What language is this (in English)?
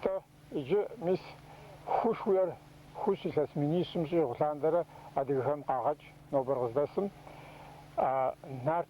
Kabardian